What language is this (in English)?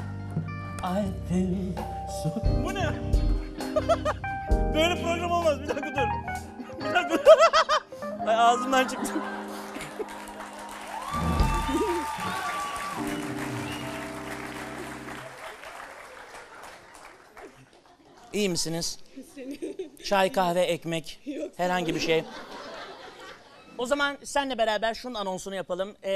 Turkish